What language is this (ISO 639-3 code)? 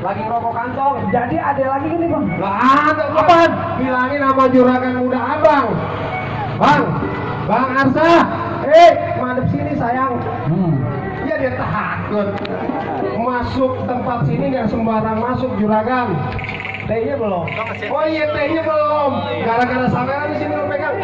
bew